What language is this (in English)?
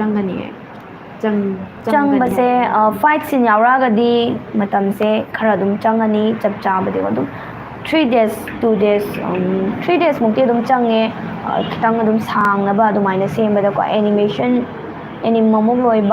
Manipuri